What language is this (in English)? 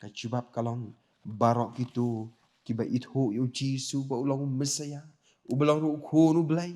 Khasi